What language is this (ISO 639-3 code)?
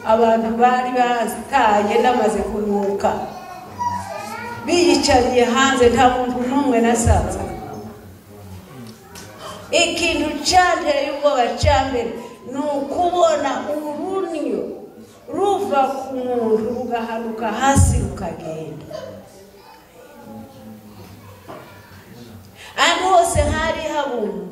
kin